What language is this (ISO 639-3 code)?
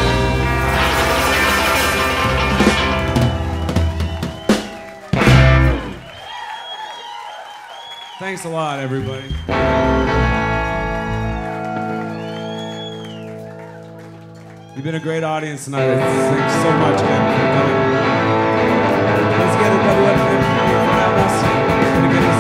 eng